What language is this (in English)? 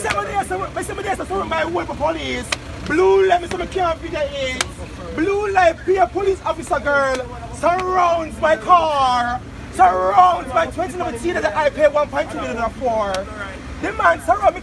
Jamaican Creole English